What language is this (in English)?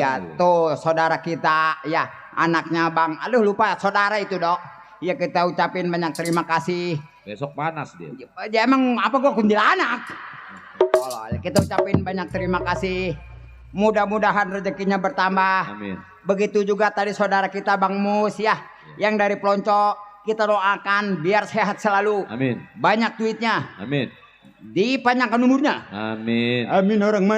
Betawi